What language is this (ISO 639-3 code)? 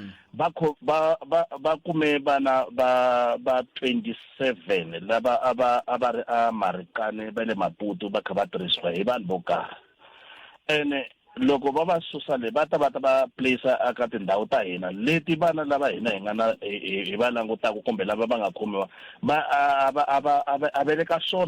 tso